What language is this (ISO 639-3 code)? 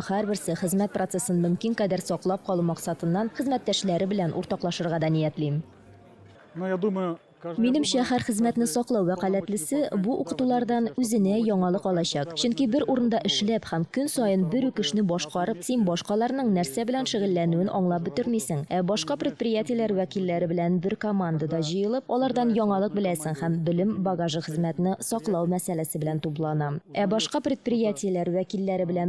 tat